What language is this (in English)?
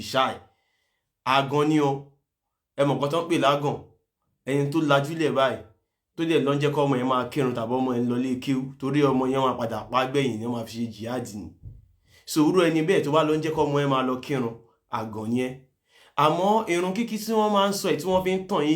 Yoruba